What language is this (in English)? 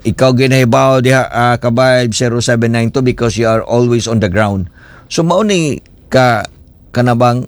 Cebuano